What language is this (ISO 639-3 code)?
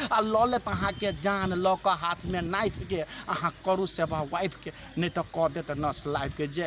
mai